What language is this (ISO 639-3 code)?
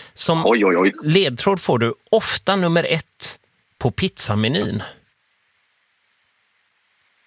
swe